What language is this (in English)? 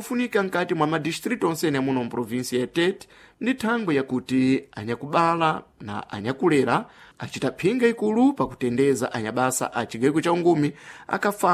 Sena